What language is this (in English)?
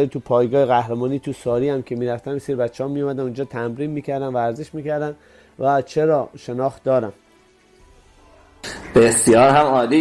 Persian